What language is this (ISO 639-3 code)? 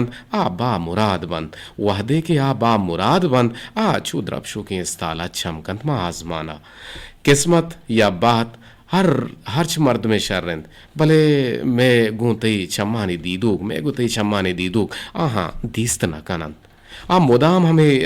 bgp